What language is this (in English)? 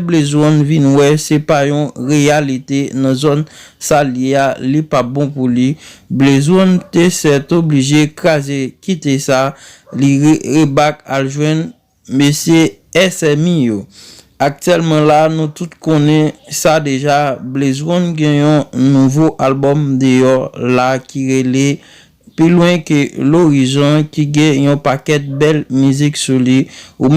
Haitian Creole